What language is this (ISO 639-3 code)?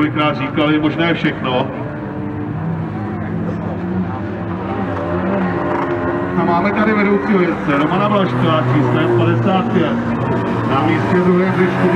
ces